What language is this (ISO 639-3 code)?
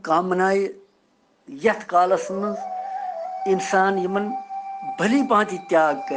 kas